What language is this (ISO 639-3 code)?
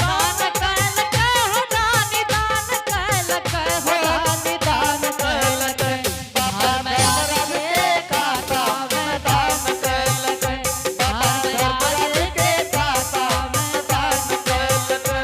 anp